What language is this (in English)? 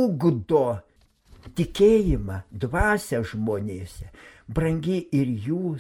Lithuanian